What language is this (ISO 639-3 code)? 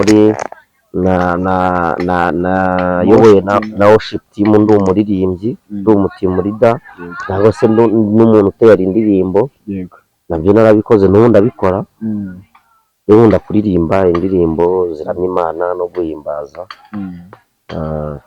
kin